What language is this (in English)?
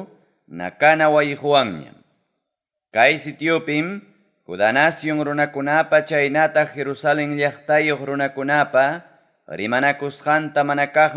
Ayacucho Quechua